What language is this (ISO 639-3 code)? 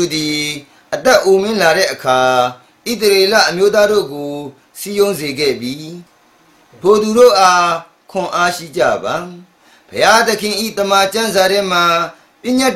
mya